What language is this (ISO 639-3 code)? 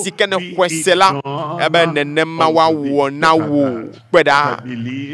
ewe